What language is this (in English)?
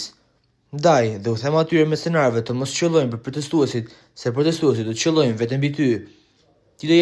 Albanian